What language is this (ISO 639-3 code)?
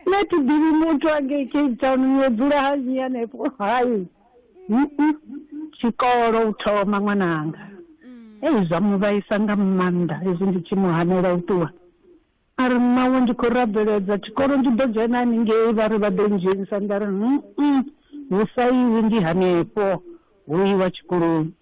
ven